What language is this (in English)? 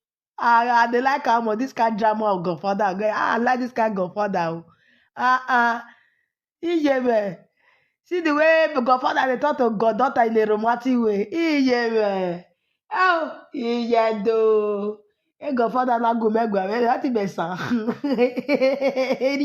Nigerian Pidgin